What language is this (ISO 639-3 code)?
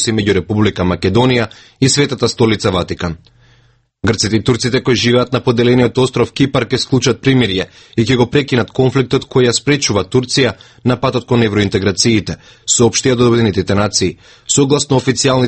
mkd